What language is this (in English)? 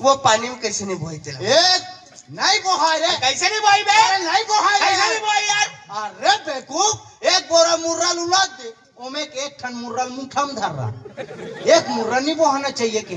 Chhattisgarhi